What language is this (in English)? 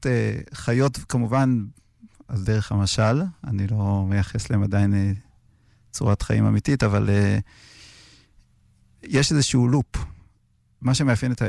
Hebrew